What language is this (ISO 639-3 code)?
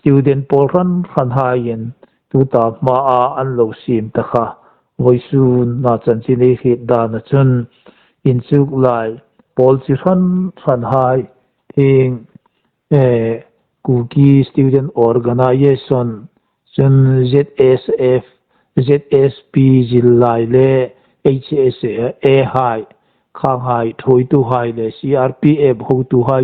hmr